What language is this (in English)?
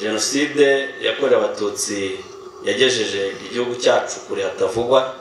Kinyarwanda